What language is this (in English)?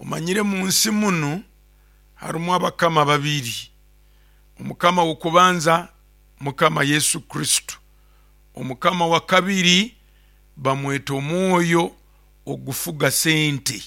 Nyoro